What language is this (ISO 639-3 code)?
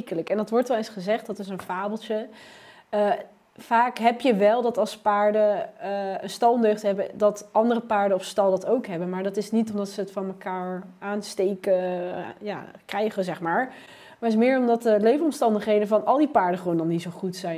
nld